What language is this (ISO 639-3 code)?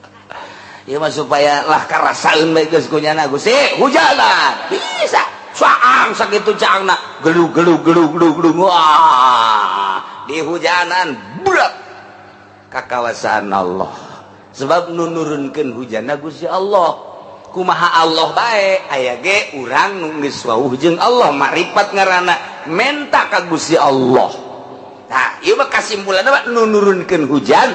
sun